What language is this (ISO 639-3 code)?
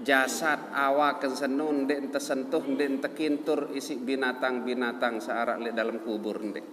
sas